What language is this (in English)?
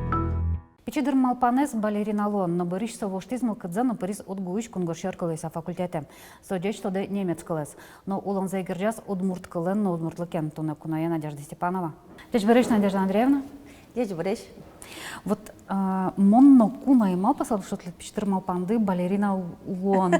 Udmurt